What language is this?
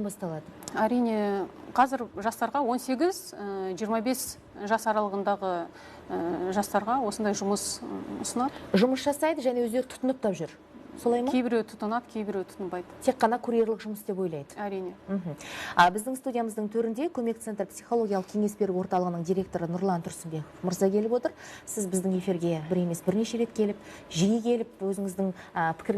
Kazakh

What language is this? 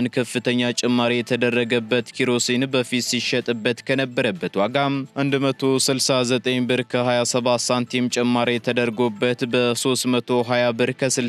Amharic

